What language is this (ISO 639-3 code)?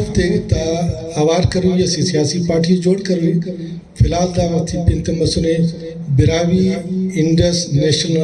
brh